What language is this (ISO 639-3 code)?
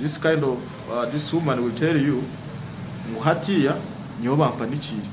nyn